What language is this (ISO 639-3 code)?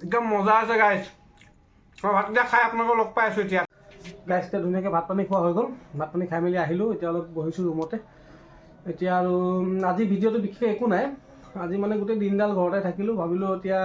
asm